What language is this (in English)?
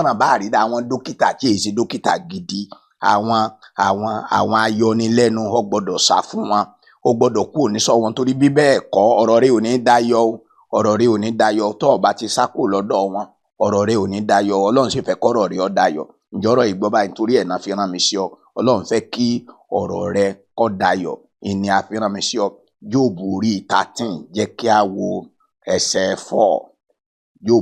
Yoruba